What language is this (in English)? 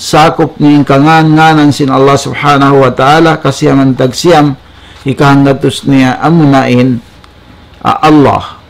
Tausug